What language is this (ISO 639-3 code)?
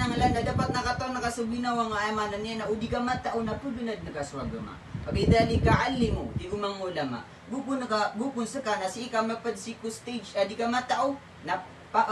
mrw